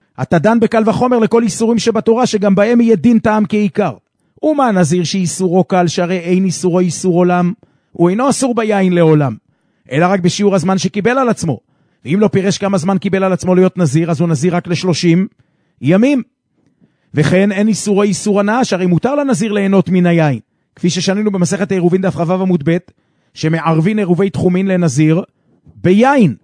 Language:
Hebrew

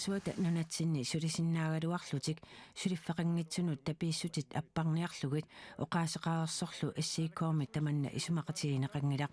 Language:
Kalaallisut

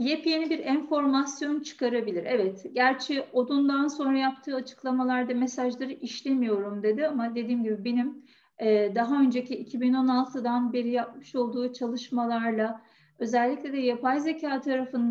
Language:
Turkish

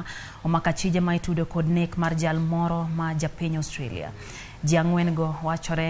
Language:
Luo (Kenya and Tanzania)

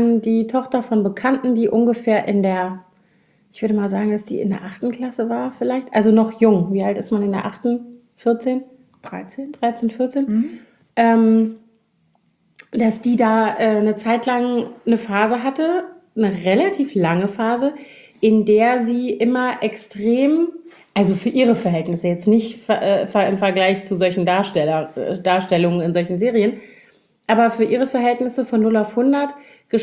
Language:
German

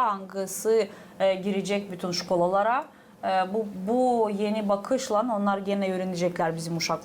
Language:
Gagauz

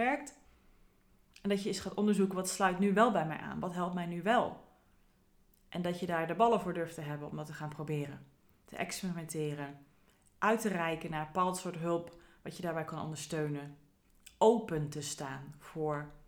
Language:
Dutch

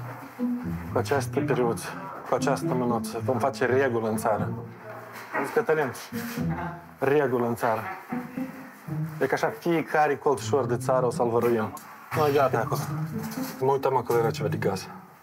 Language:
Romanian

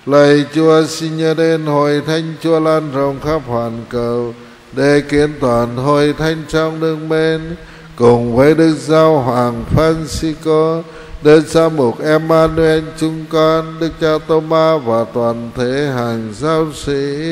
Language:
Vietnamese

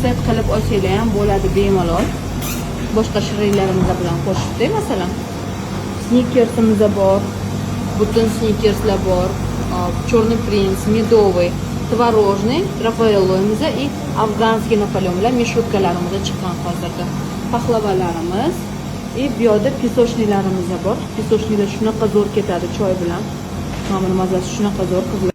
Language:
Uzbek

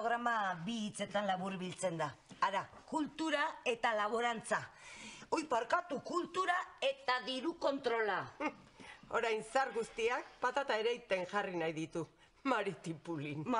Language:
Basque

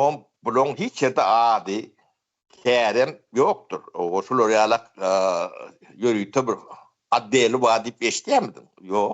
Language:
Turkmen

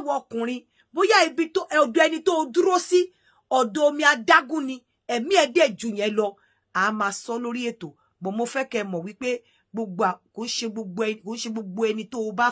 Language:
Yoruba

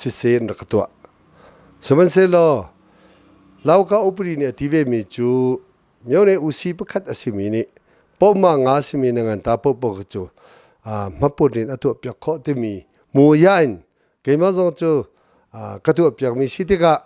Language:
Hakha Chin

